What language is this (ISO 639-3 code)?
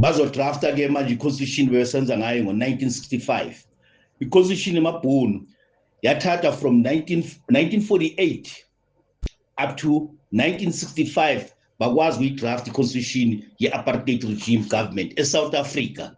zul